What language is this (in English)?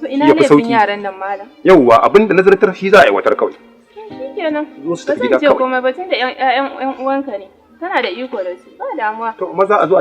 Hausa